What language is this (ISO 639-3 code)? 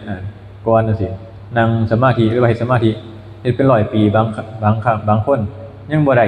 tts